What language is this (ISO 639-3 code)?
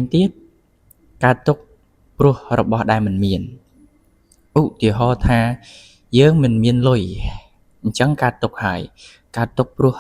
khm